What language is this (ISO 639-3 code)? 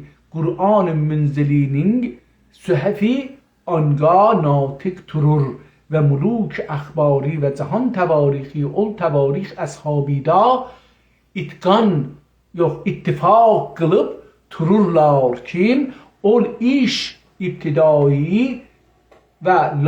azb